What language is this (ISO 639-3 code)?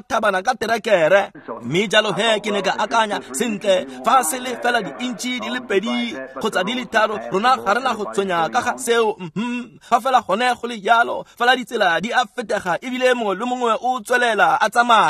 tsn